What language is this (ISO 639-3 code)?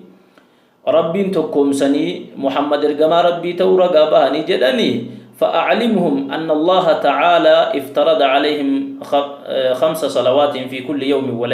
orm